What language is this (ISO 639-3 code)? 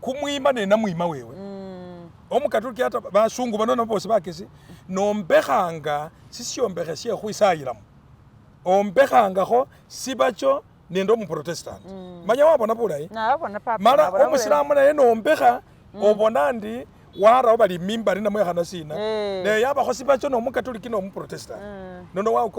myx